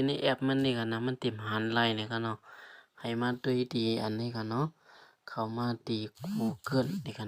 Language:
Shan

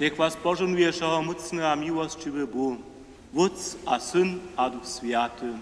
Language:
Upper Sorbian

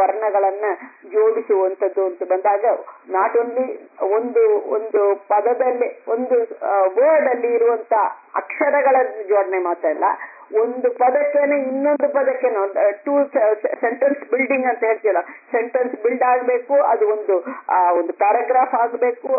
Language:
Kannada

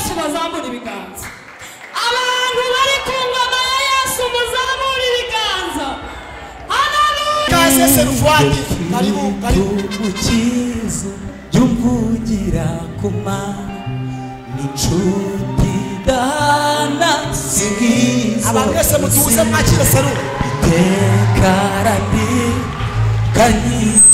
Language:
Kinyarwanda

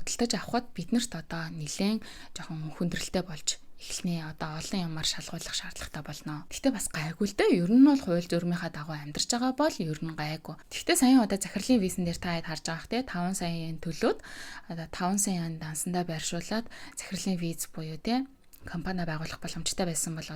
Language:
Mongolian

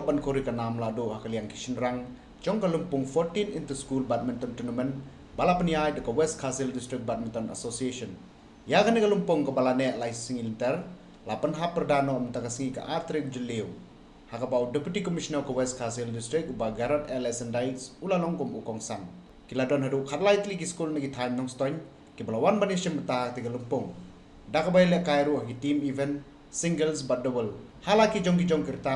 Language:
Khasi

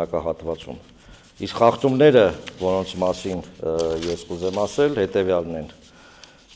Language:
Armenian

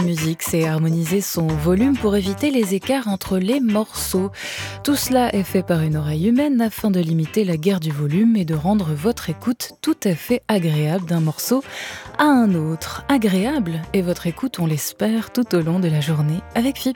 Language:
French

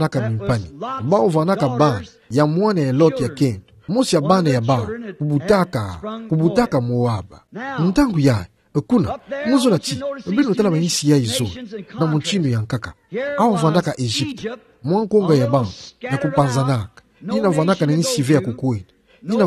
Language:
Kituba (Democratic Republic of Congo)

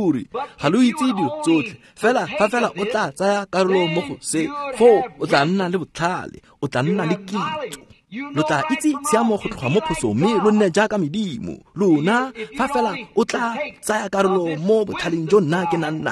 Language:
Tswana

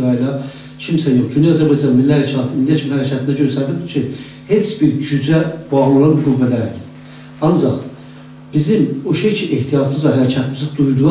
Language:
South Azerbaijani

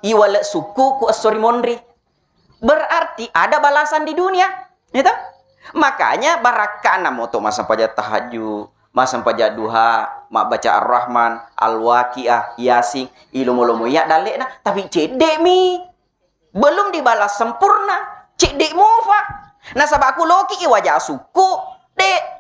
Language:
Buginese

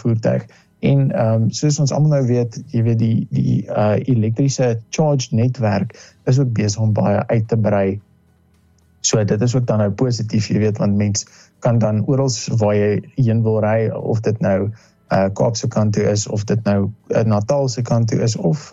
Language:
Afrikaans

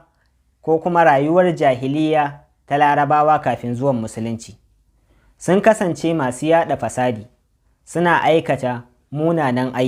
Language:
Hausa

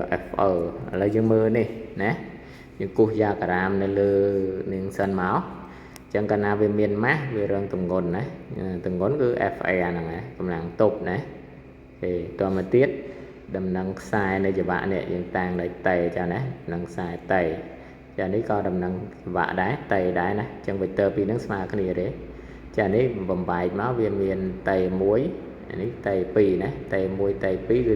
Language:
Khmer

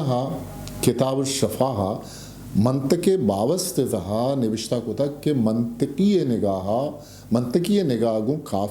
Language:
Eastern Balochi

